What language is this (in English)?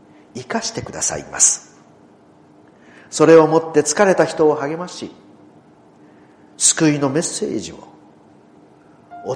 Japanese